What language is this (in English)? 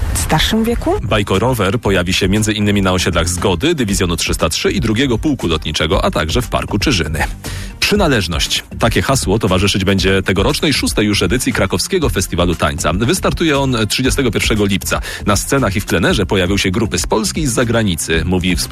Polish